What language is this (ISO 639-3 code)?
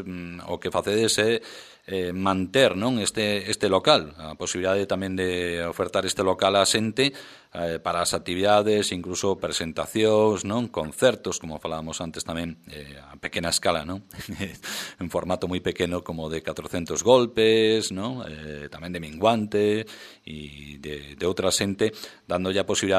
glg